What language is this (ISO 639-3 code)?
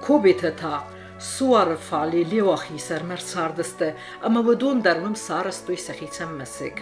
oss